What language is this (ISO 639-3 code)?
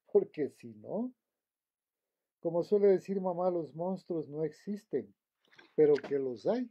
spa